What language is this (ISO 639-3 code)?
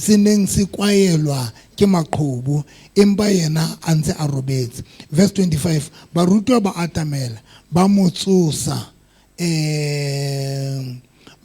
sot